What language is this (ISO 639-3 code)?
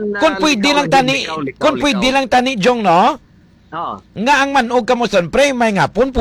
hil